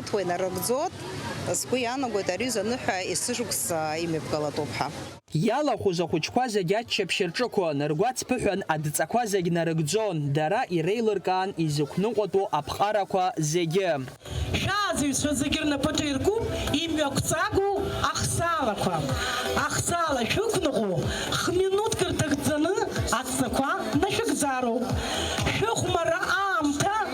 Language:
Abkhazian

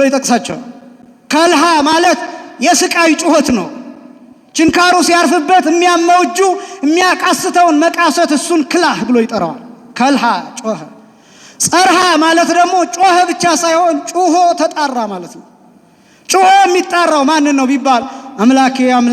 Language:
Amharic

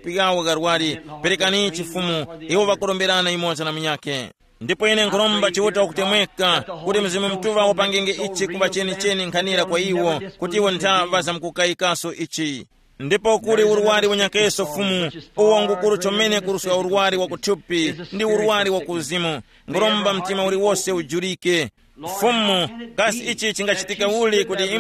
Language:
Tumbuka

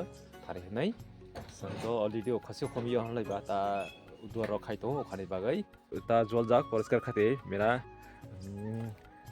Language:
Kok Borok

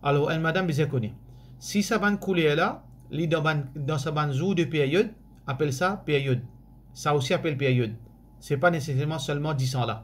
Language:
Morisyen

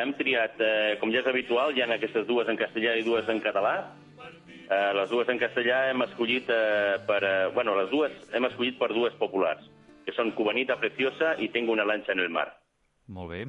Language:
Catalan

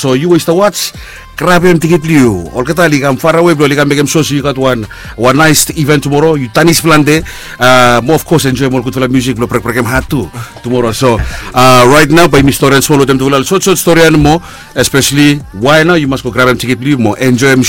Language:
Bislama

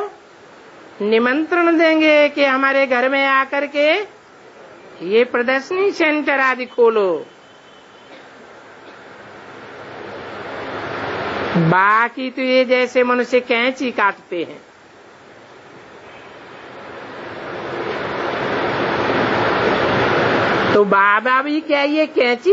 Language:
Hindi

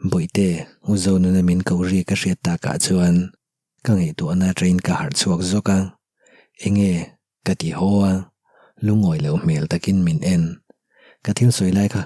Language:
Mizo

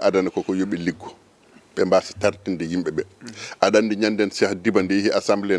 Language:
Fula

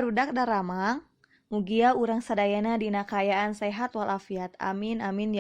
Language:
Sundanese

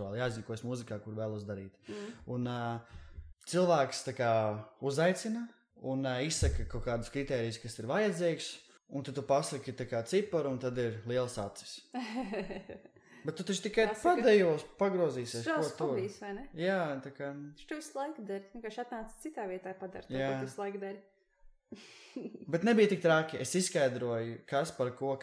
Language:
Latvian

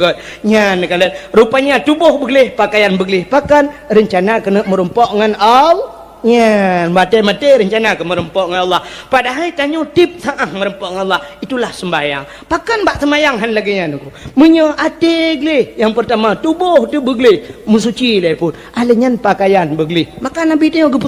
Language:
Achinese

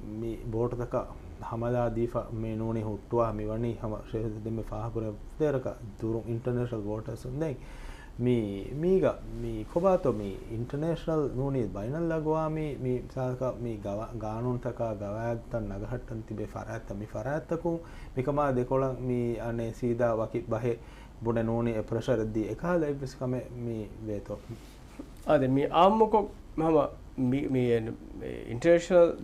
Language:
Divehi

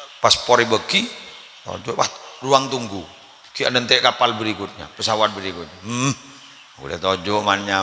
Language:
Madurese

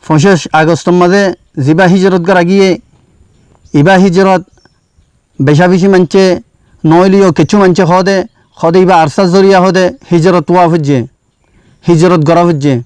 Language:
Rohingya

